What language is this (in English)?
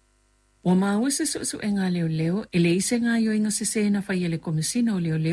Samoan